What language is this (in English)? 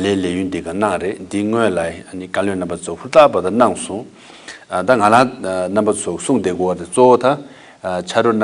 Tibetan